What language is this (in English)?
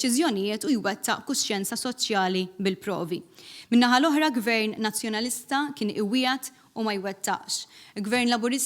Maltese